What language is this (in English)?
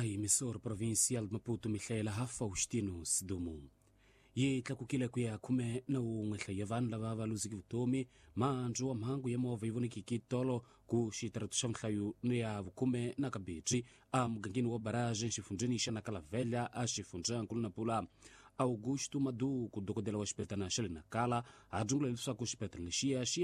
Tsonga